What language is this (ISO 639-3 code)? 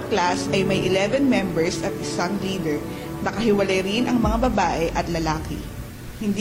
fil